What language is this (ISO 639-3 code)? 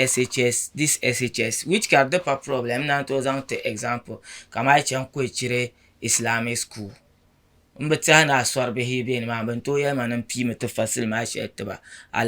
dag